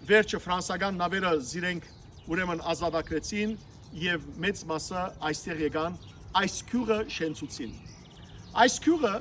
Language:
Western Armenian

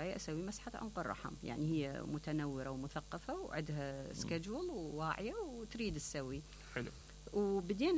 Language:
Mesopotamian Arabic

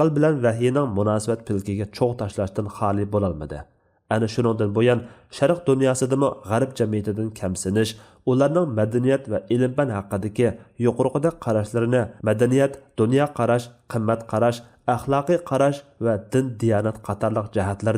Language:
Uyghur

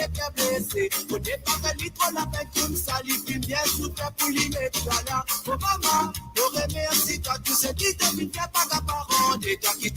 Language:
Morisyen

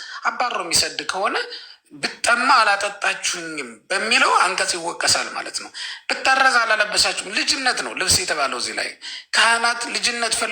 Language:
Amharic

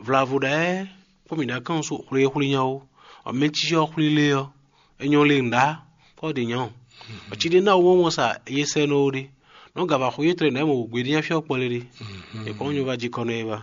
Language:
Fon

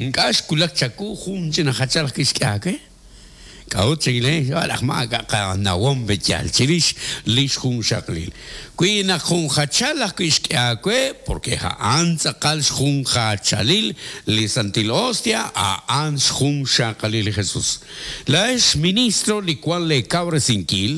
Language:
Kekchí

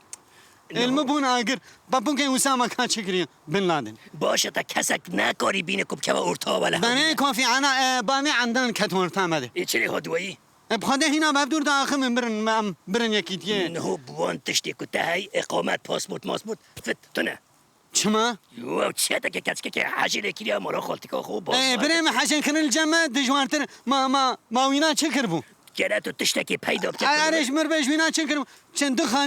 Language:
Kurdish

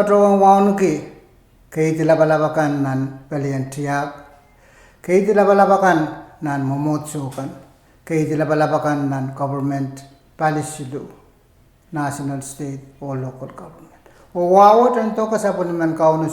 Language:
Pohnpeian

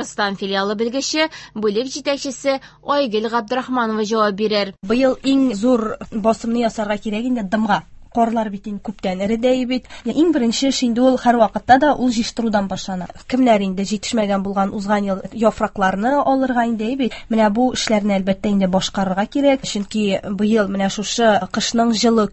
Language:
Tatar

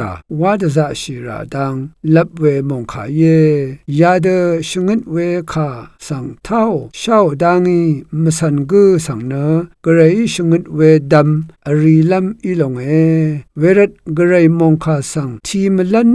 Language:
Rawang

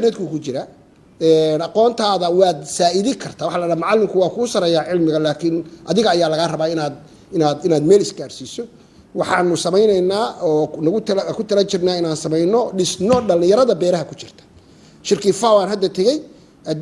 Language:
Somali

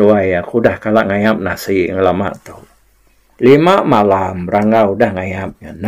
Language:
Iban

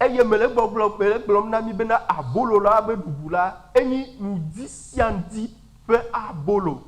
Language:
Ewe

